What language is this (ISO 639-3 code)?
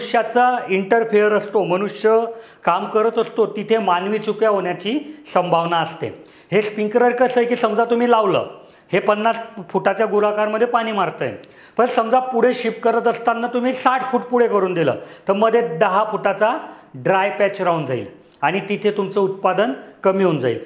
mar